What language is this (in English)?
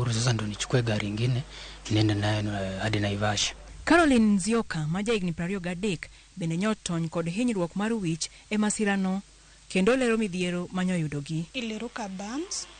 Luo (Kenya and Tanzania)